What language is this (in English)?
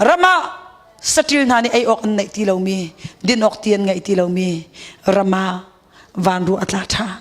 Hakha Chin